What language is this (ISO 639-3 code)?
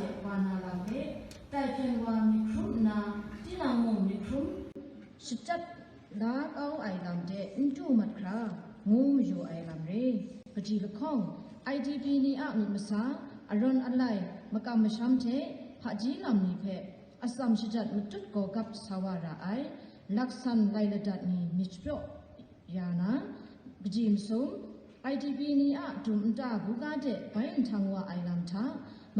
kac